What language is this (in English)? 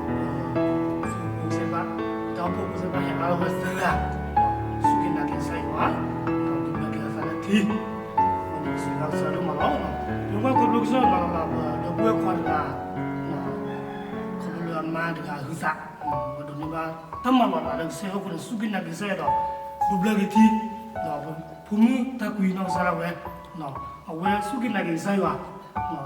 S'gaw Karen